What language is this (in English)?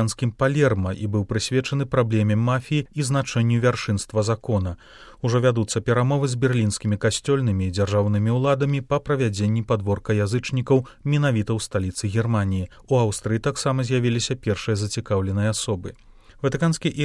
Belarusian